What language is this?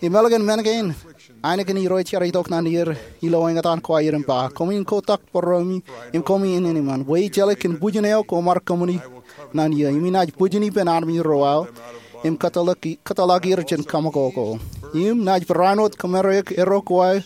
Marshallese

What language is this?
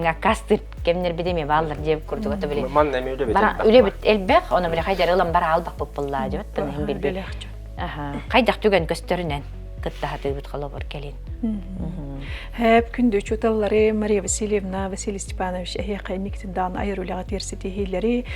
Yakut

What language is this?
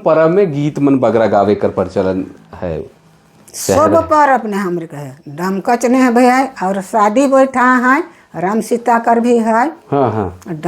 Sadri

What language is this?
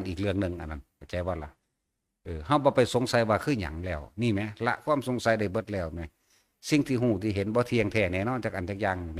Northeastern Thai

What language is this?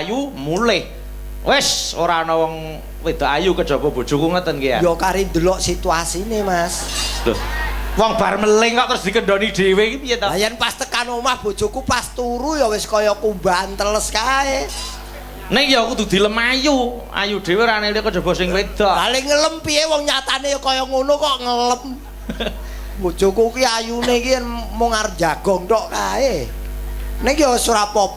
Javanese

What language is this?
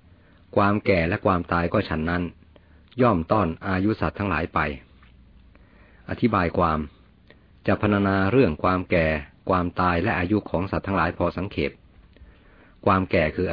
Thai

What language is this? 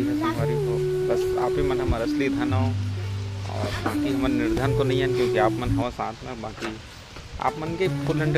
Chhattisgarhi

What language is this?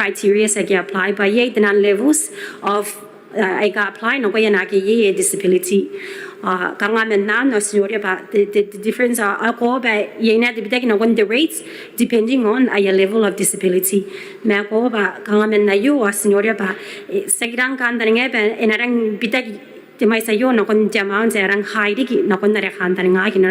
Gilbertese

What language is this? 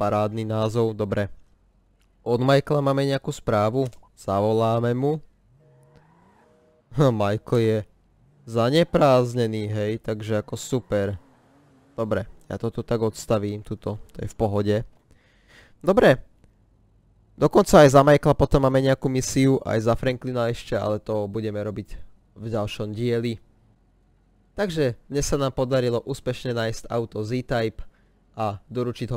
Slovak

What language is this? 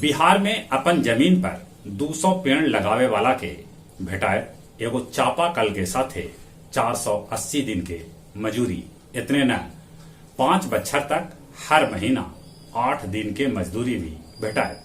Magahi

